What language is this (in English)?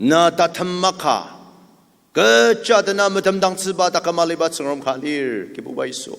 Ao Naga